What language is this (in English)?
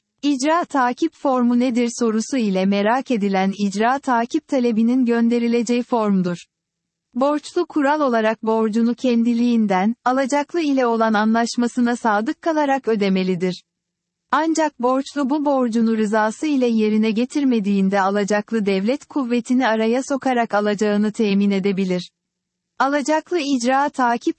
Turkish